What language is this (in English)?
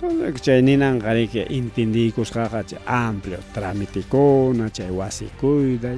Ayacucho Quechua